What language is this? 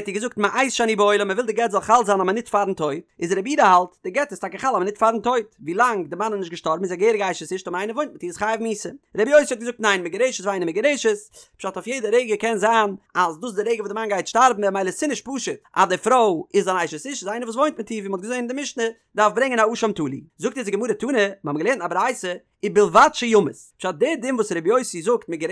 Yiddish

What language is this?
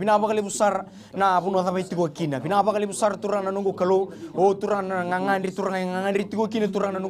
Fijian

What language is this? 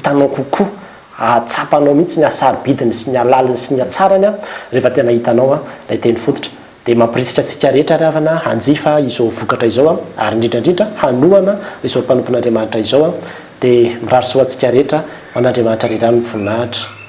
Malagasy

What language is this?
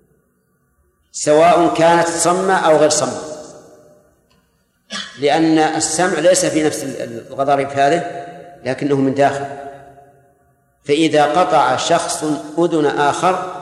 Arabic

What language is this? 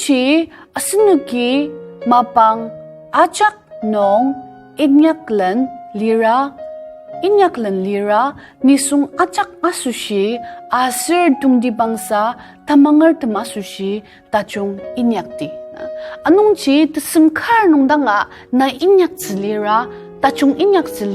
Ao Naga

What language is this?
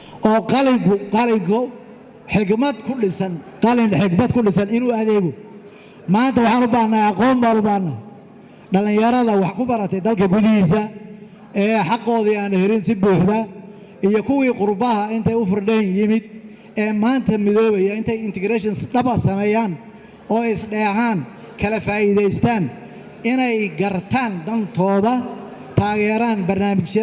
Somali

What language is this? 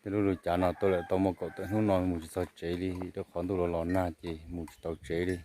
Hmong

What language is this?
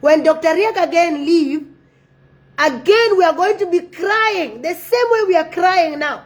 Nuer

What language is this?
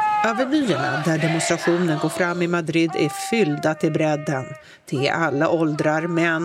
Swedish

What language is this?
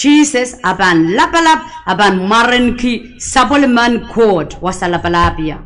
Pohnpeian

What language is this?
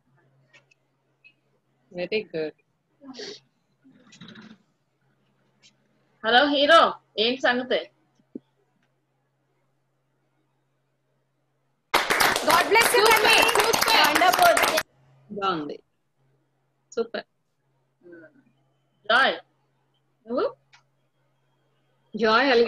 Telugu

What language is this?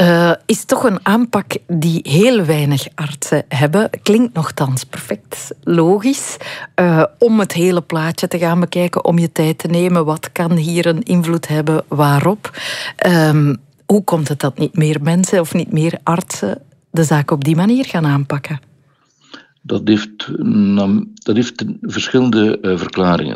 Dutch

